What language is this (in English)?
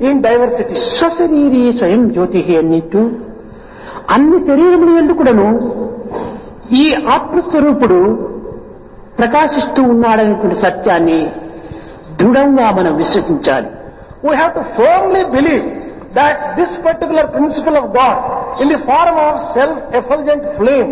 Telugu